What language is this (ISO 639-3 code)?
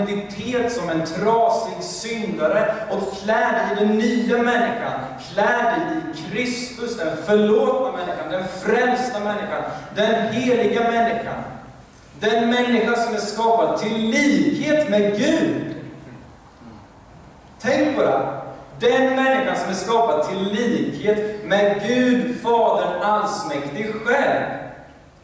swe